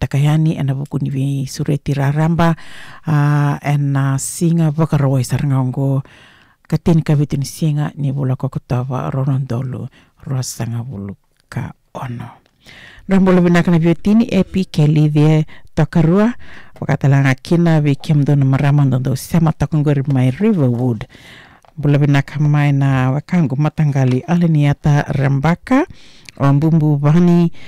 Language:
Fijian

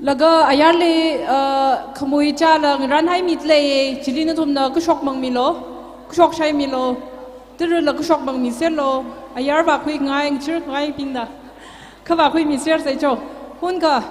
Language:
Tangkhul Naga (India)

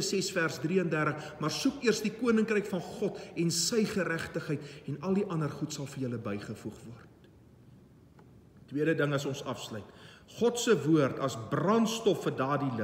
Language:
Afrikaans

